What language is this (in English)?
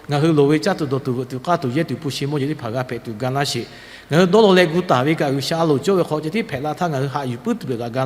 Lahu